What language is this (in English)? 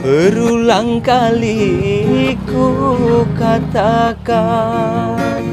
Madurese